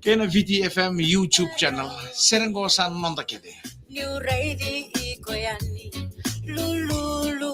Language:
Fijian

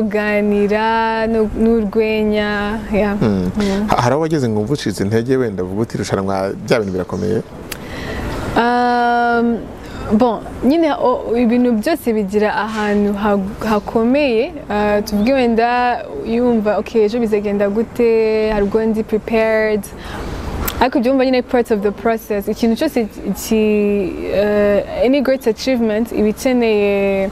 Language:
Kinyarwanda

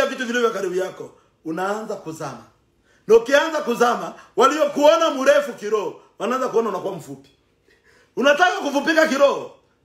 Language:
Swahili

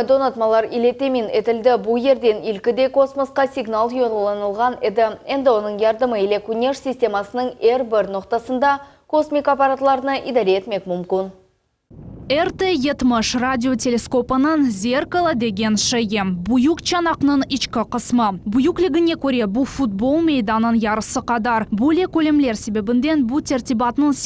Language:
Crimean Tatar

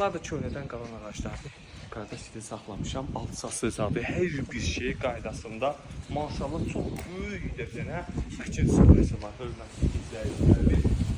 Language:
Azerbaijani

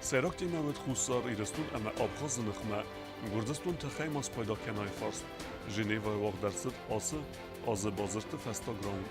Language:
Ossetic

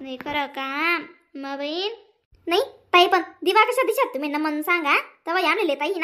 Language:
Khandesi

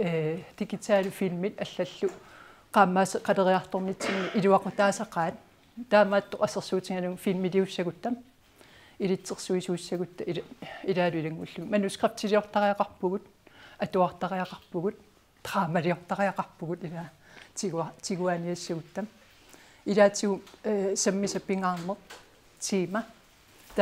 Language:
Kalaallisut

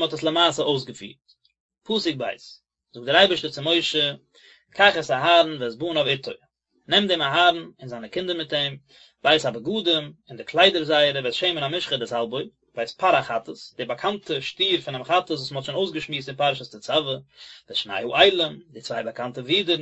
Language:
Yiddish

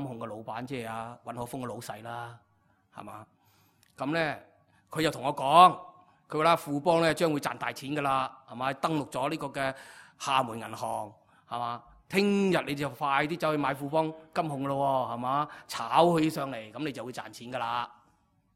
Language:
Cantonese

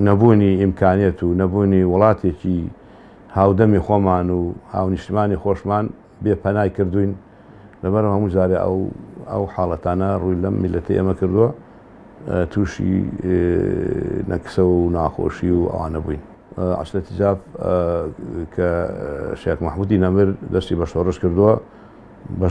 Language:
Central Kurdish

